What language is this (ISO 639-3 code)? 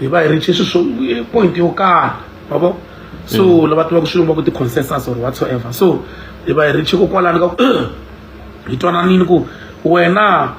tso